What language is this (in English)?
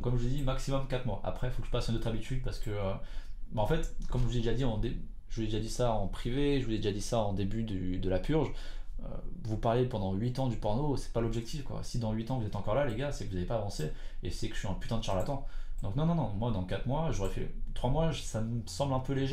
French